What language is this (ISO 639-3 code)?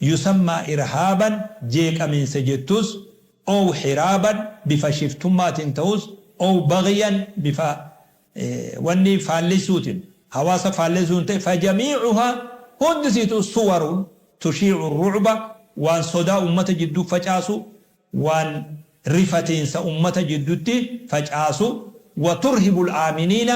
orm